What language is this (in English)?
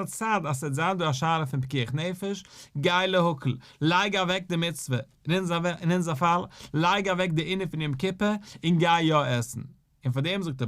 Yiddish